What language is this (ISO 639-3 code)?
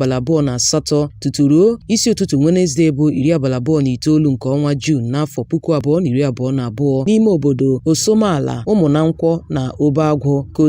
ibo